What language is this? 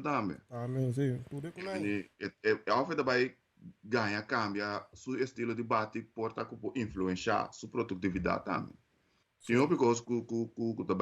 Papiamento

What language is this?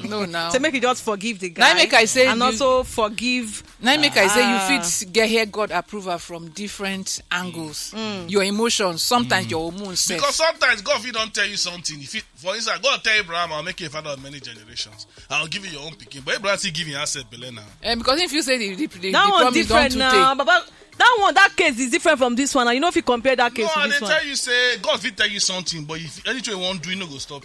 Nigerian Pidgin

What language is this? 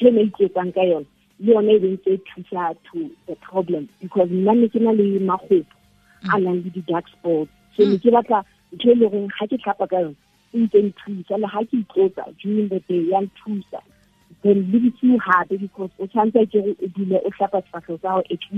Southern Sotho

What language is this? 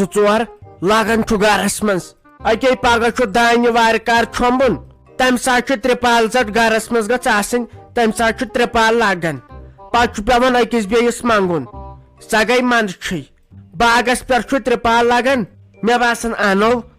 Kashmiri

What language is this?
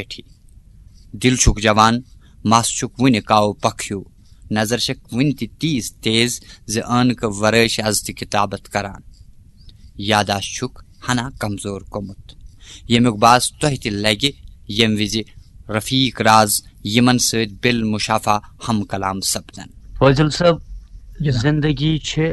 Kashmiri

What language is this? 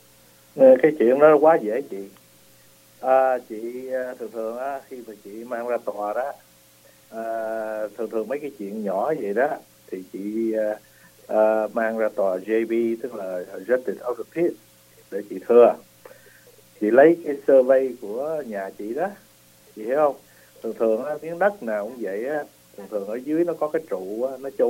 Vietnamese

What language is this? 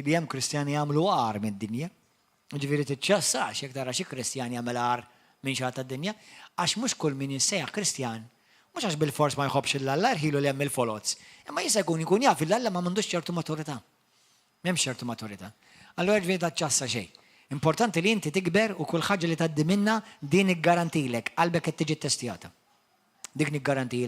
Maltese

